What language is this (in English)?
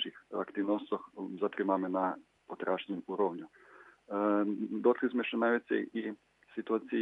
Rusyn